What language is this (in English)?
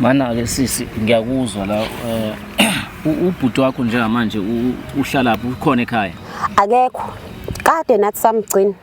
Zulu